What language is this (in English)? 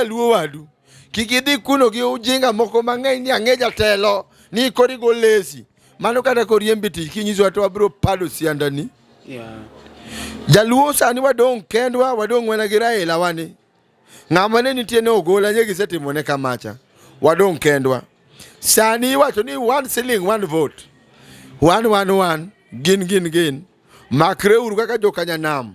Luo (Kenya and Tanzania)